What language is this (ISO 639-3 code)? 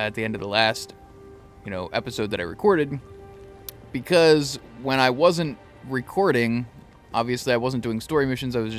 eng